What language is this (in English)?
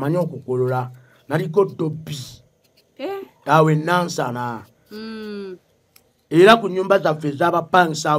Ganda